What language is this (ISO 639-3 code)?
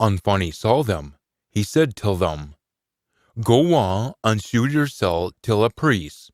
sco